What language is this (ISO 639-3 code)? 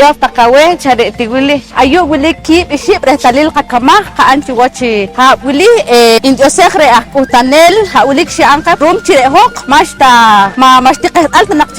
poh